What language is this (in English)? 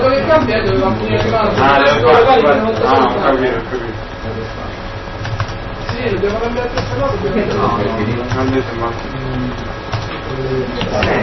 Italian